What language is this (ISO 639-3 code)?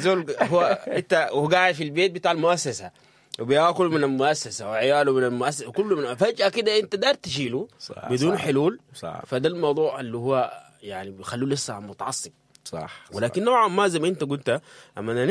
apd